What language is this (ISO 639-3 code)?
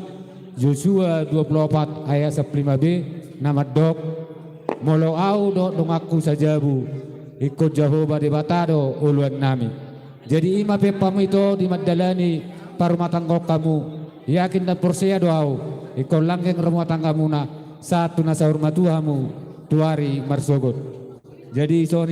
bbc